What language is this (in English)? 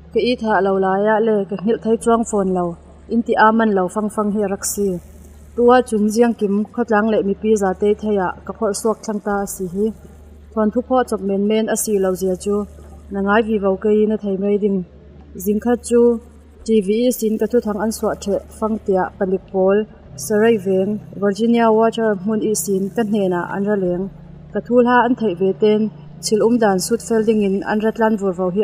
Falam Chin